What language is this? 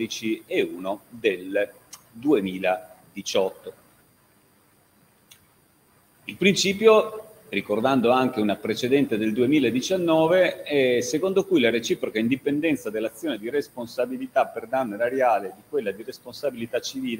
Italian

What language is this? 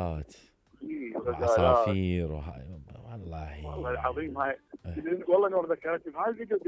Mesopotamian Arabic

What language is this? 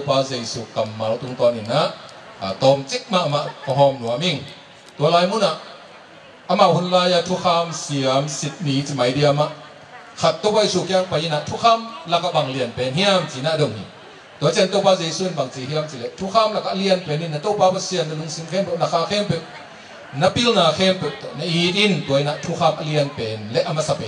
Tedim Chin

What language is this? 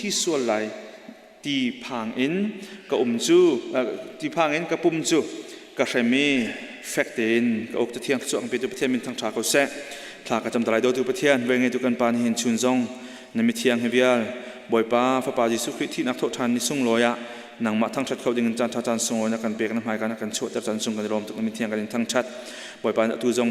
Hakha Chin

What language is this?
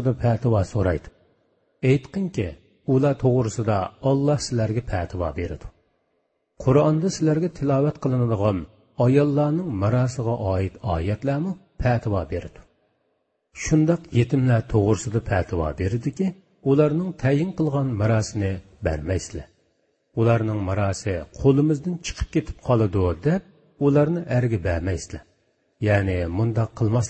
Uyghur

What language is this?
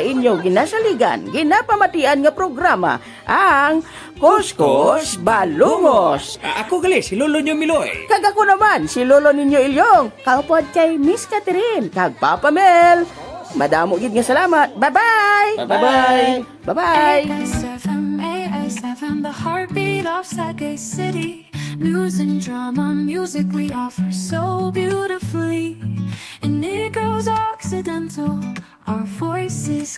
Hiligaynon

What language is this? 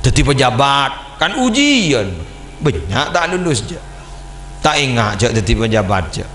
Madurese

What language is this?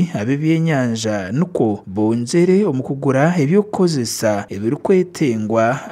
Nyankole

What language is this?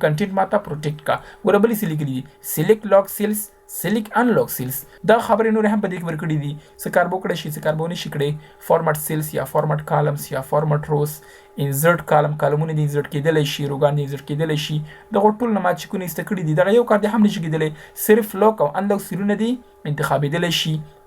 Pashto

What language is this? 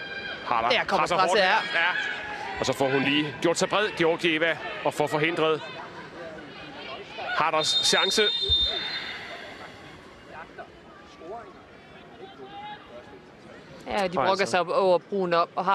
Danish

